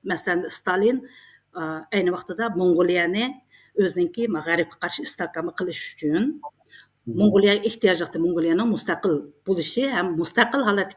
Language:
Uyghur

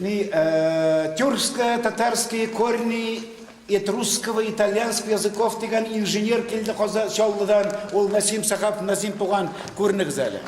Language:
Tatar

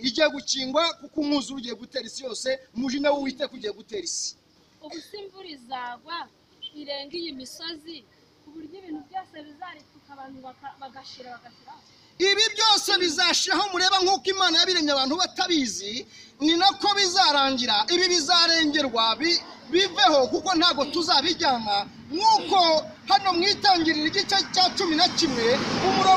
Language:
Kinyarwanda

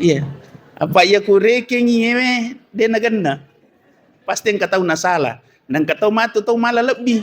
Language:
Buginese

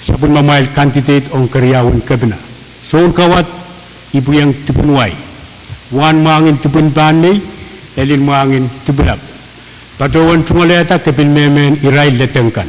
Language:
Pohnpeian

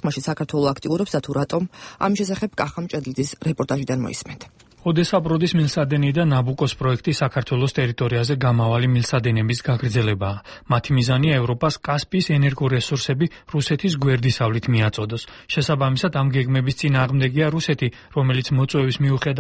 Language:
Georgian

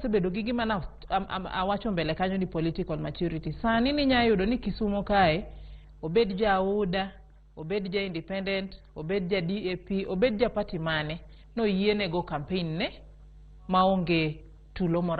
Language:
Luo (Kenya and Tanzania)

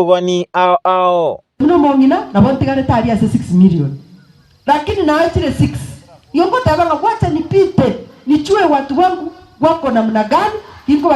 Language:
Gusii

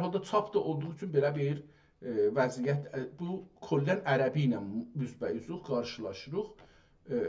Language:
South Azerbaijani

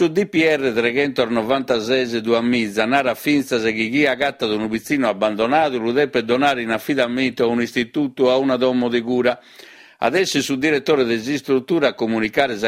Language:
Sardinian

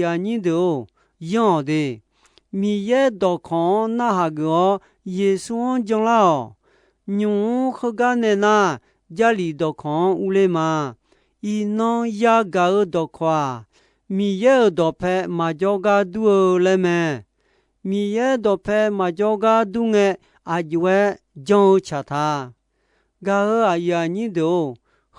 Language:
Akha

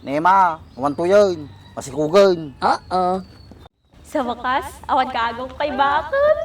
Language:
Iloko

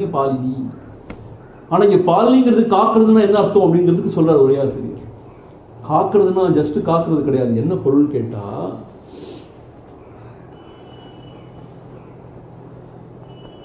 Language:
Tamil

